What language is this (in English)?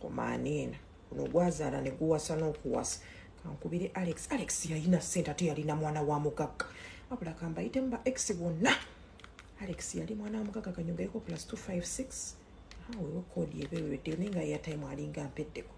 Ganda